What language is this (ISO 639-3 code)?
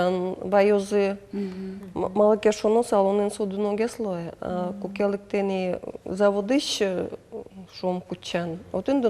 udm